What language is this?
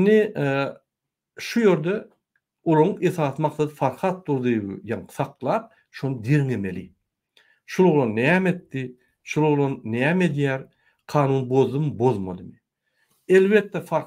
Turkmen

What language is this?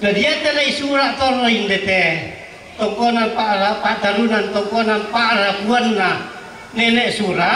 Toraja-Sa'dan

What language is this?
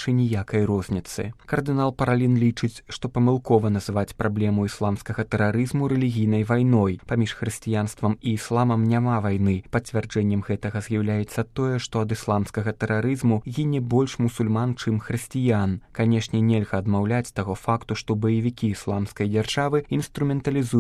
Belarusian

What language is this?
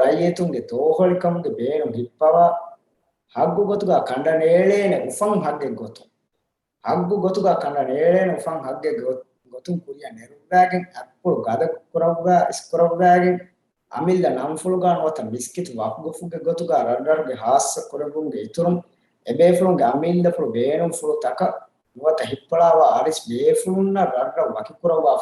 Divehi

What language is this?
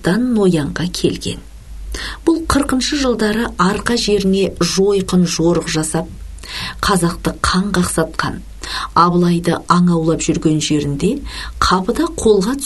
Kazakh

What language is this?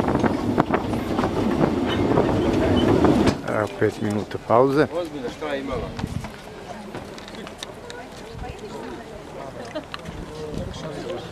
Serbian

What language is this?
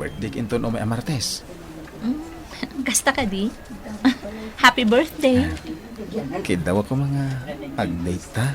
Iloko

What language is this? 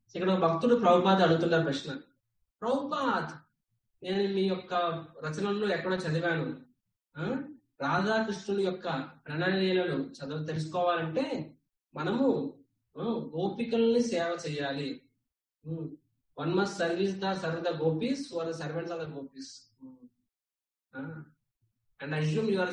Telugu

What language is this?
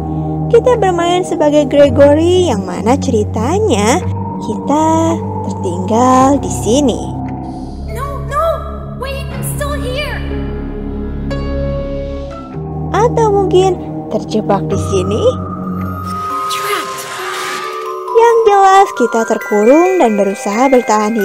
Indonesian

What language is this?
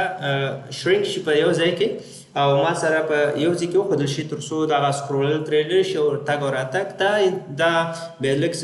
Pashto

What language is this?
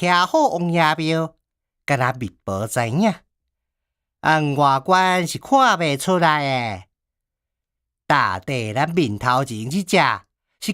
Min Nan Chinese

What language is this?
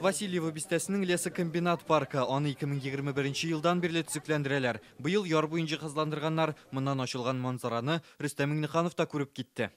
Tatar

